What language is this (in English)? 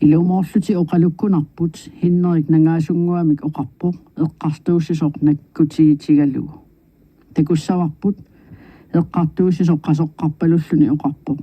Kalaallisut